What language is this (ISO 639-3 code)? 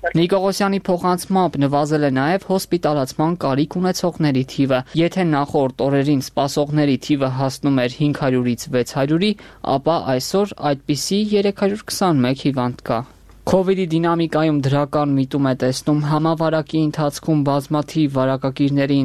hye